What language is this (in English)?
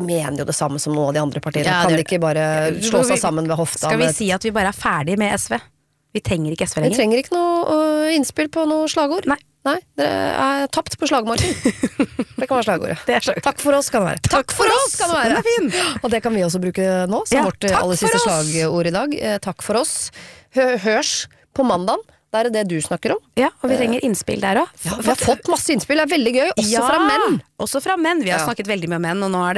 Norwegian